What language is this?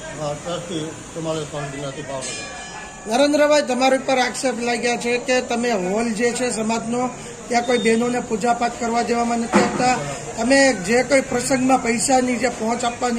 Gujarati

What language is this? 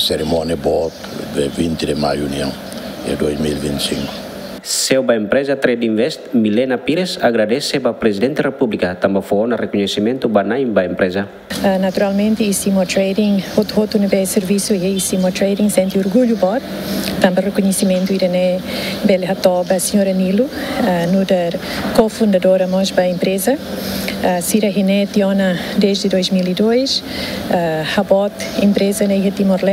Tetum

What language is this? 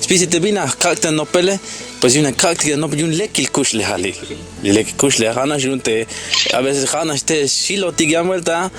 Tzeltal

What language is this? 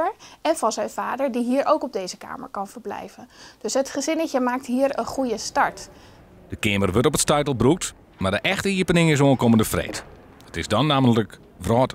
Western Frisian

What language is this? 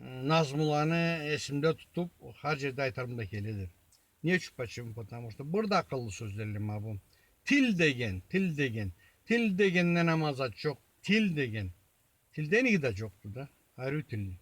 Karachay-Balkar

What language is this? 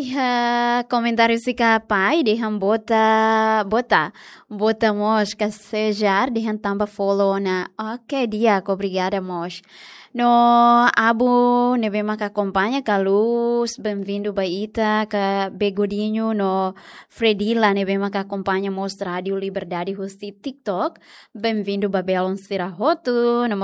Tetum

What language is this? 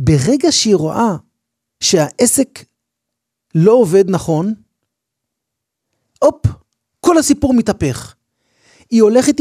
Hebrew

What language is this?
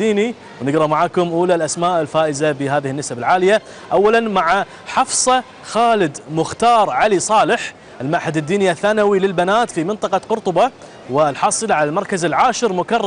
Gulf Arabic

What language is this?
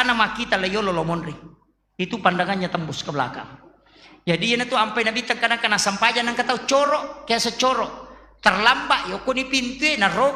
Buginese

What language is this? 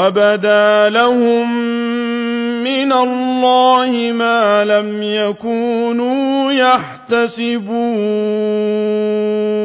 Arabic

